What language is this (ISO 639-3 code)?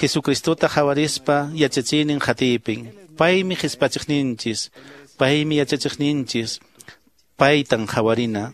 que